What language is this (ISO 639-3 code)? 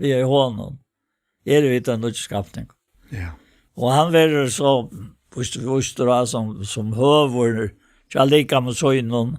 fao